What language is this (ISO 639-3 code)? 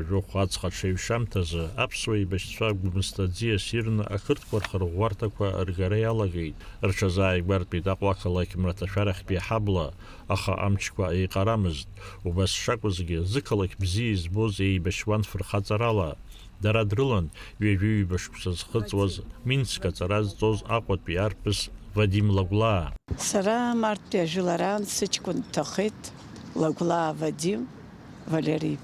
abk